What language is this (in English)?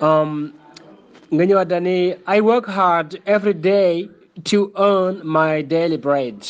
Wolof